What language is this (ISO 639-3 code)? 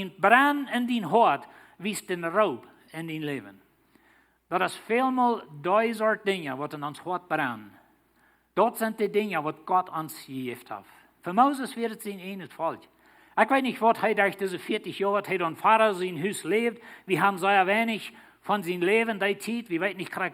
pdt